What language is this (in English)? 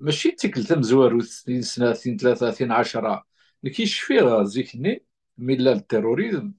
Kabyle